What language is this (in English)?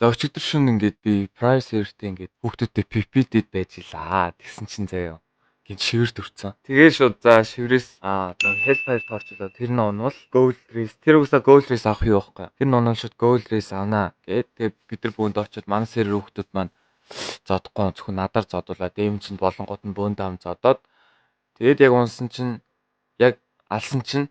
Mongolian